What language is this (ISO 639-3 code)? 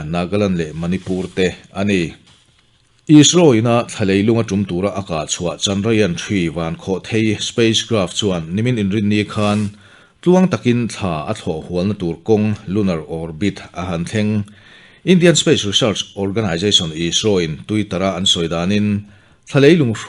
lus